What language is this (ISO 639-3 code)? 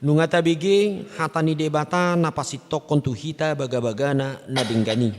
bbc